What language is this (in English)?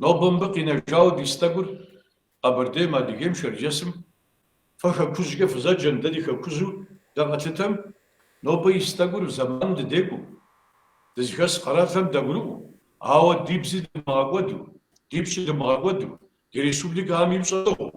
Kabardian